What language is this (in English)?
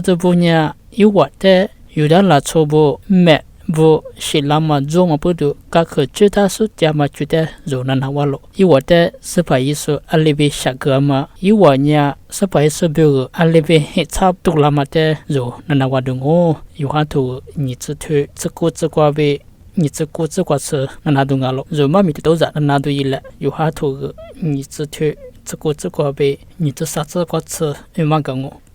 Lisu